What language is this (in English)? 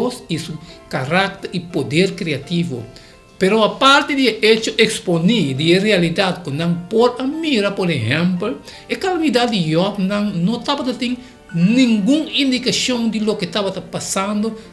Papiamento